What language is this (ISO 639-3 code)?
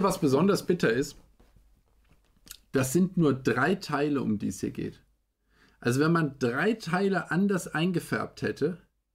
deu